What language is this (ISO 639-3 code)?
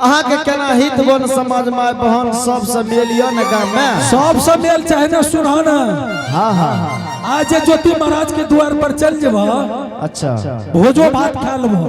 anp